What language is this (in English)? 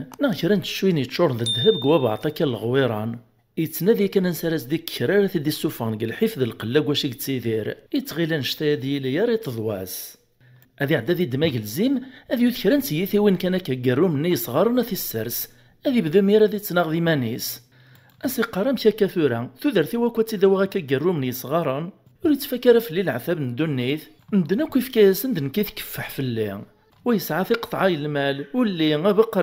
Kabyle